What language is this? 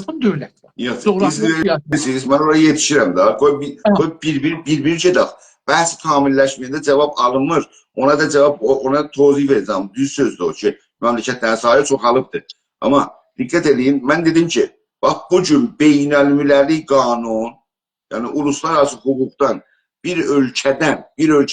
South Azerbaijani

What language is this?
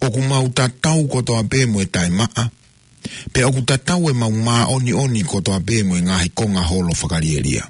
Tongan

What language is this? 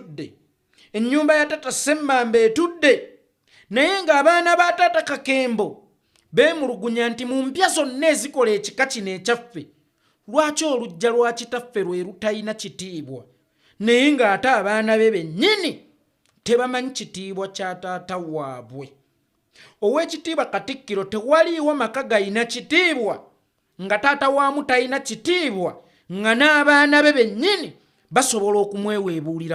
Ganda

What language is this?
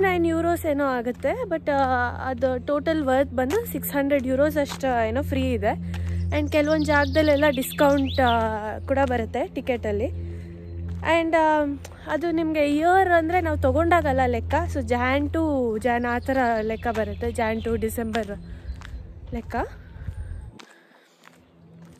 Kannada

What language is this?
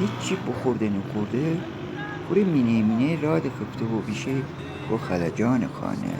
Gilaki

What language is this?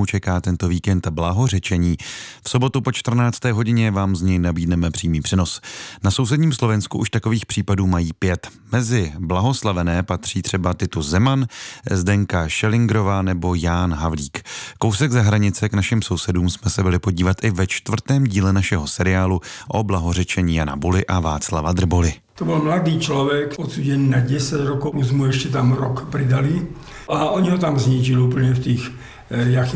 Czech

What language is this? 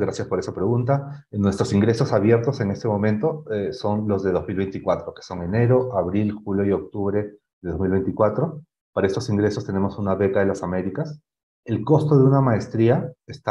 Spanish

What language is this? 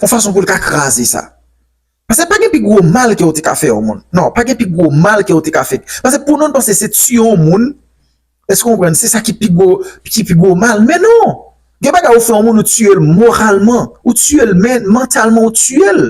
Haitian Creole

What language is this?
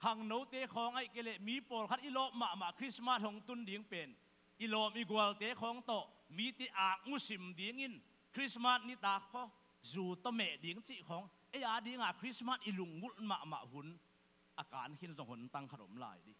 Tedim Chin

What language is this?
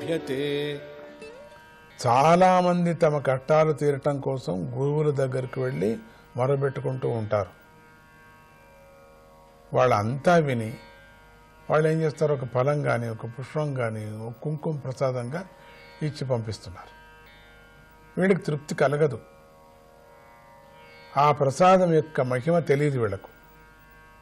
Telugu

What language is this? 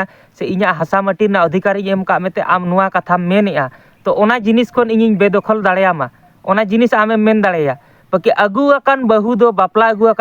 Santali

